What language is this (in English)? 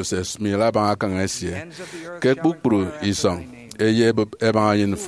Efik